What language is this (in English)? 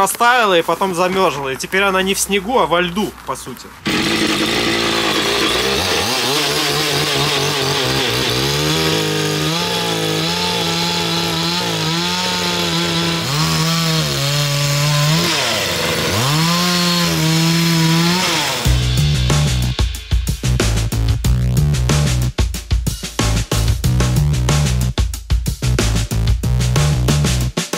Russian